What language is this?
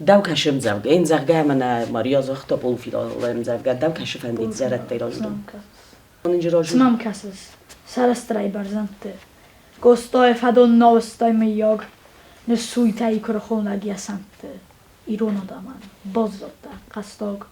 Ossetic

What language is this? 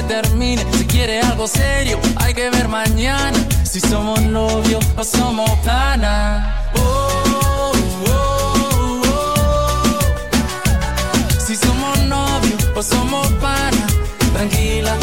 Spanish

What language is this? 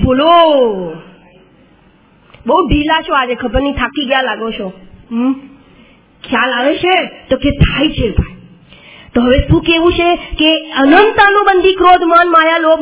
Gujarati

